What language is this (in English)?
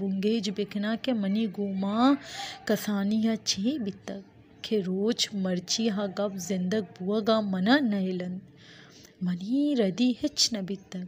Baluchi